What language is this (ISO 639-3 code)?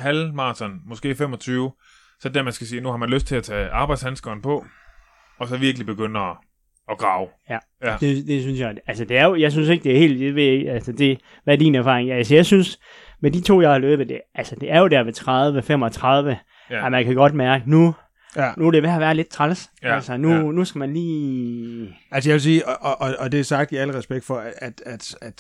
dan